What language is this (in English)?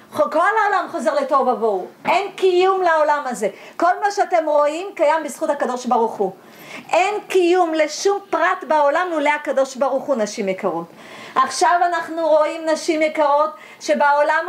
Hebrew